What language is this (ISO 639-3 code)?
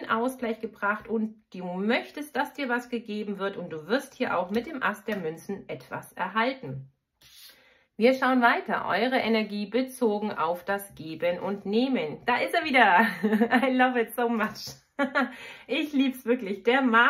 deu